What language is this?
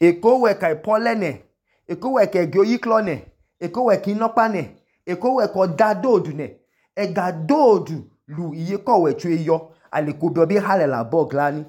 Idoma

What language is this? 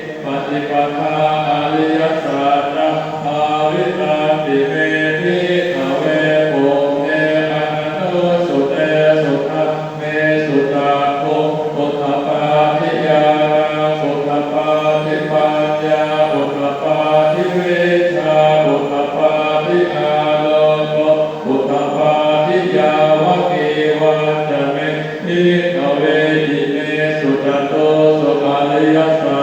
Pali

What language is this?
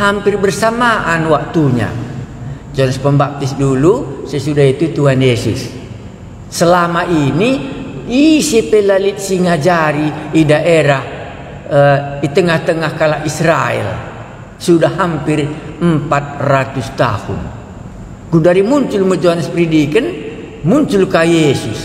Batak Karo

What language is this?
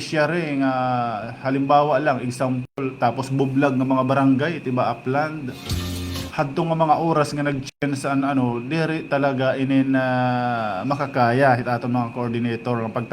Waray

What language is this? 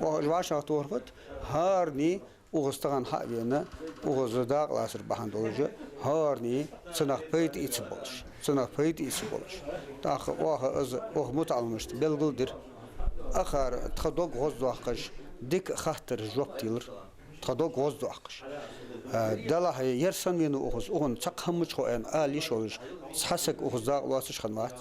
Ingush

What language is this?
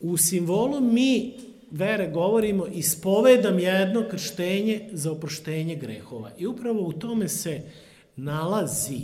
Serbian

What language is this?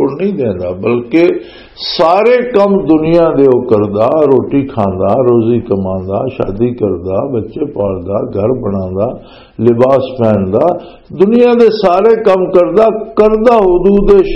Western Panjabi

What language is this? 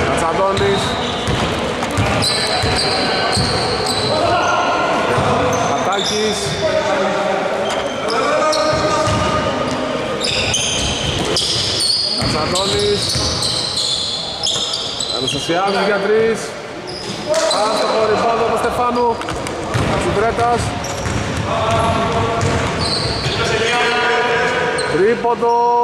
Greek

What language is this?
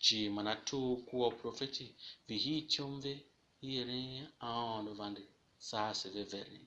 Tiv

